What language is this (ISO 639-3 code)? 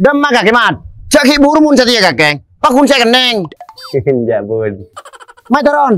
mad